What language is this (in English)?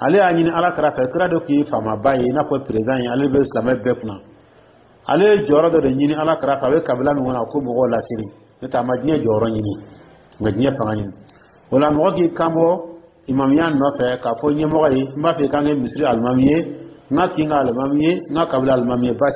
Dyula